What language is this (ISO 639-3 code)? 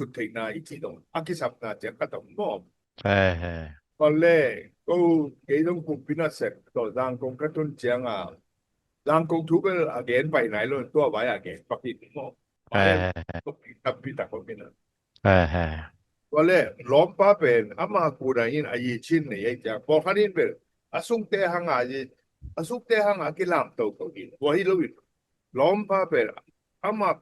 ctd